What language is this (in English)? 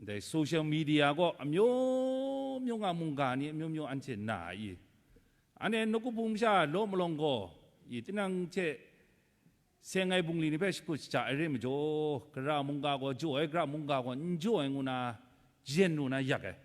Kachin